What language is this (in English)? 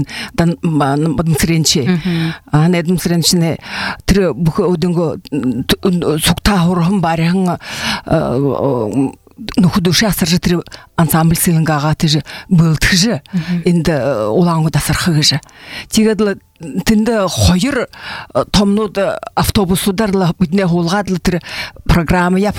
Buriat